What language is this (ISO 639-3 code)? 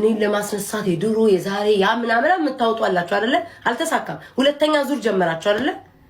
amh